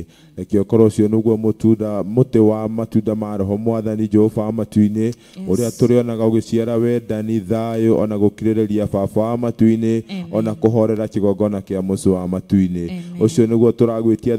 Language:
Kikuyu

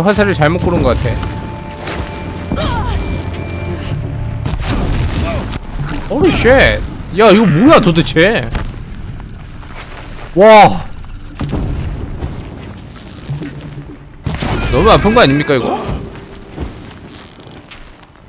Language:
Korean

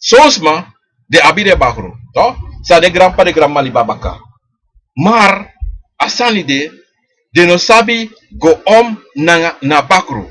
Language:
Sranan Tongo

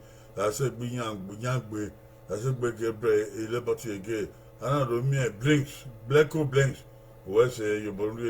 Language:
Bini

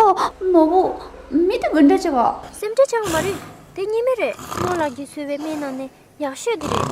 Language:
Tibetan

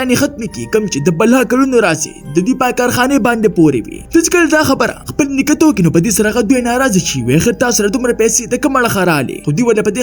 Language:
Pashto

